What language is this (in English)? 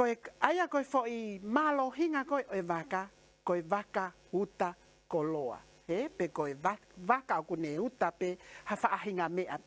Tongan